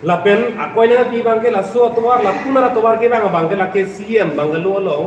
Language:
Karbi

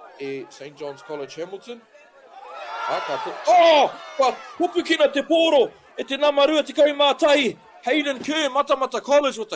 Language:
Māori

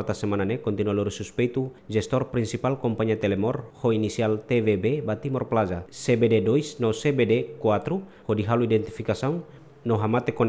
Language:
Tetum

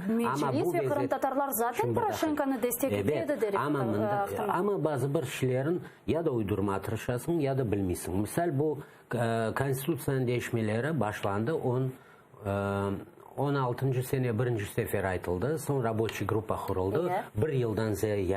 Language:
Crimean Tatar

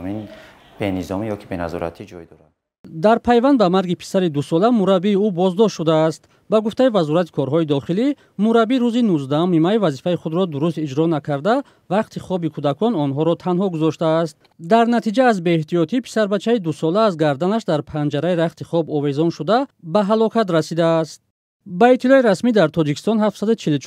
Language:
Tajik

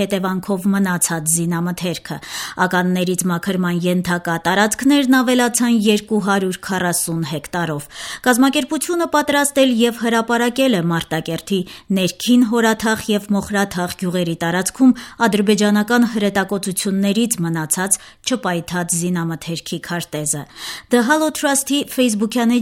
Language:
Armenian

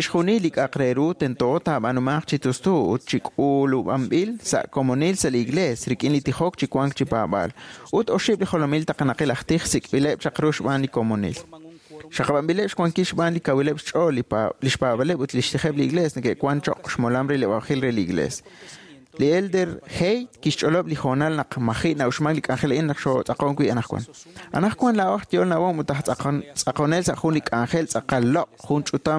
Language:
Kekchí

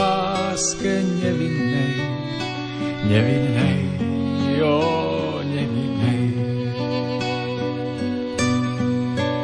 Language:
Slovak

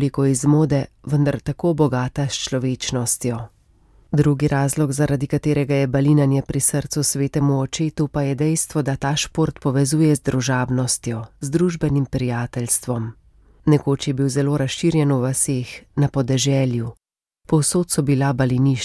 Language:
Slovenian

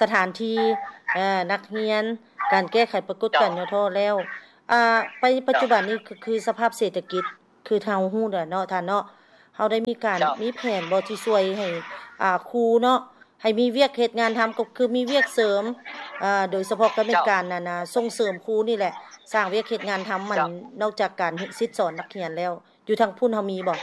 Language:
Lao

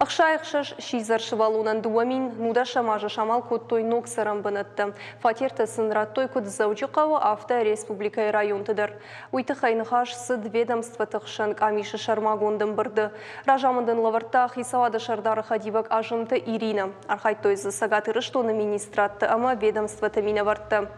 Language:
Ossetic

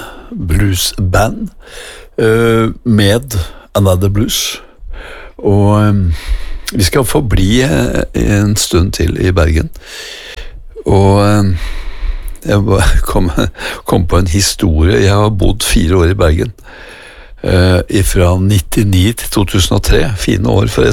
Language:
Norwegian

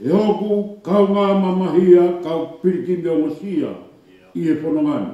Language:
Tongan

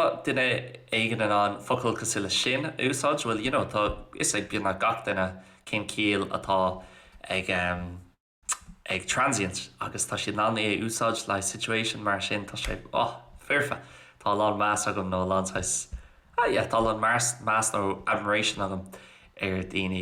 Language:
Irish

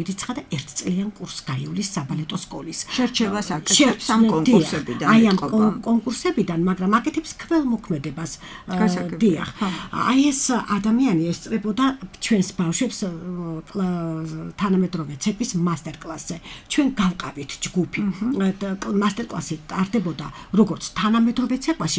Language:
Georgian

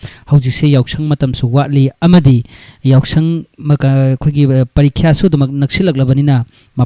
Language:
Manipuri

